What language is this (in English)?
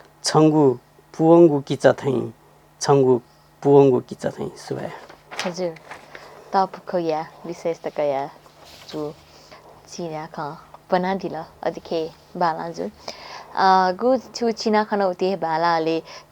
Newari